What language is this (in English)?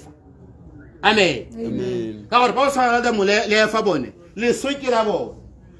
Tswana